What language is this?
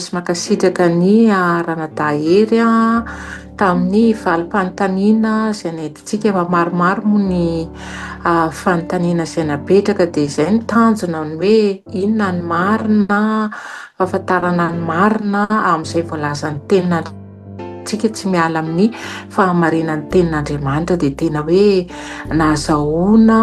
Malagasy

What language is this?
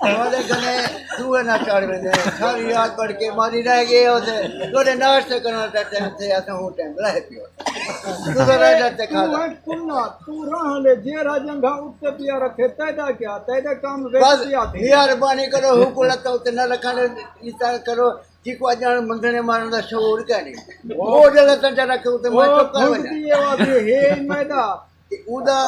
Saraiki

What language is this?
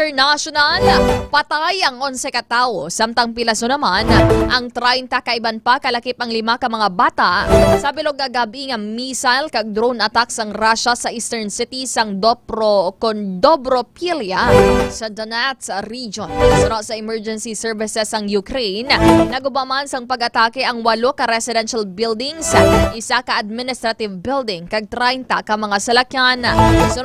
Hiligaynon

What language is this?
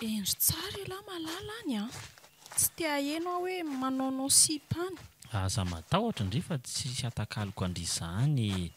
Malagasy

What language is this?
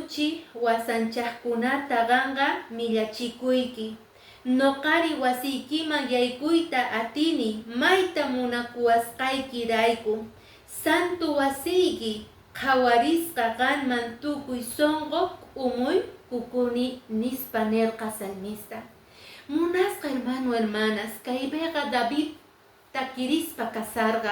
Quechua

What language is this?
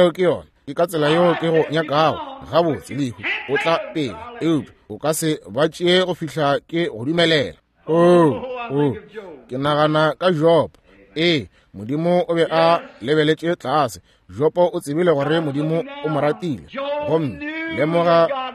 Northern Sotho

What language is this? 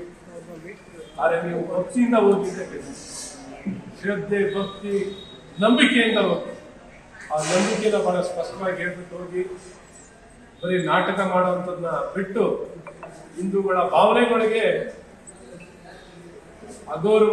Kannada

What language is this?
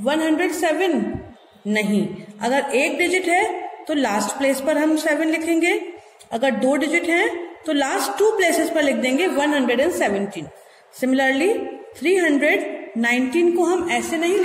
Hindi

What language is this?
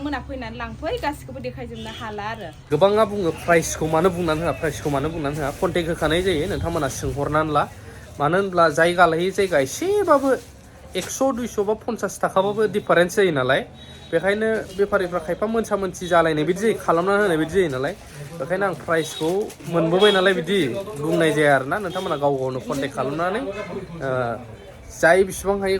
Bodo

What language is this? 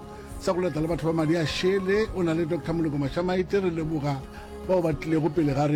Northern Sotho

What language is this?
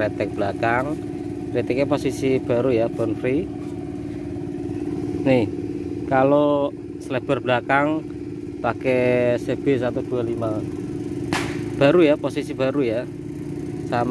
Indonesian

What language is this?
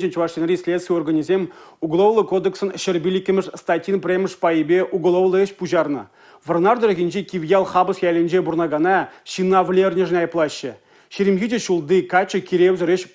Chuvash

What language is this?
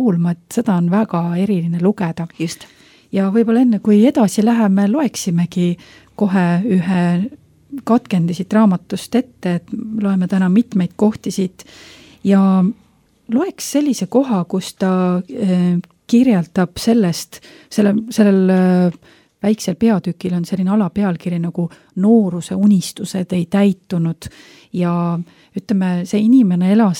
Estonian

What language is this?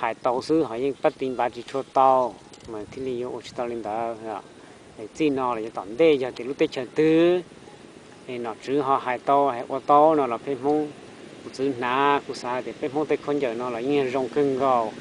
Hmong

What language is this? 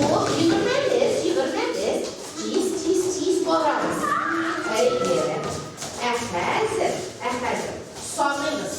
Tatar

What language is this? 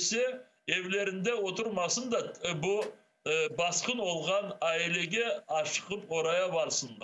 Crimean Tatar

